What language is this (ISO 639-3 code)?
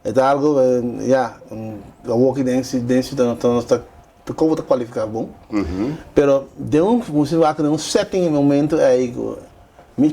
pap